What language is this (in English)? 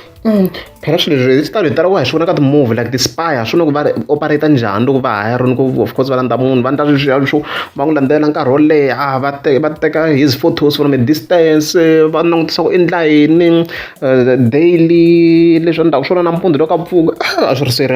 Tsonga